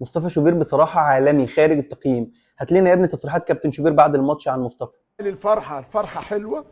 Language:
Egyptian Arabic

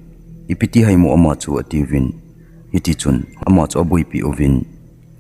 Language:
Thado Chin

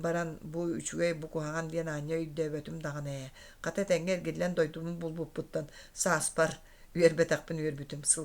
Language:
Yakut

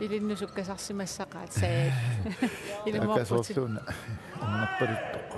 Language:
Kalaallisut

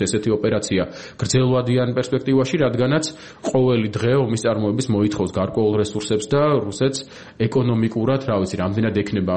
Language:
Georgian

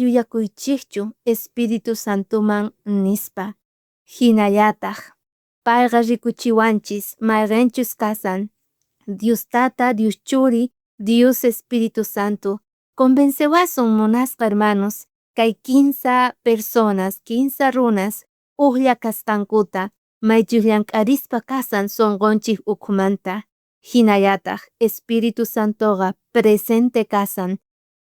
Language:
South Bolivian Quechua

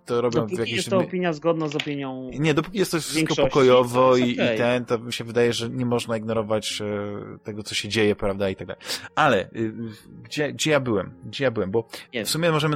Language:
Polish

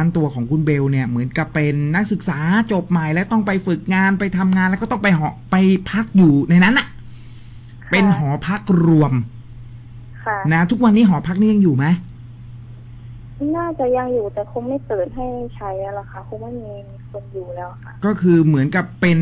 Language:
Thai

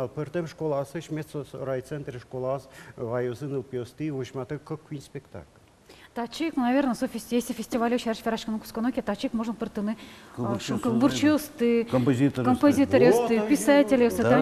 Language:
Udmurt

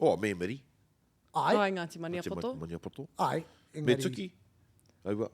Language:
Māori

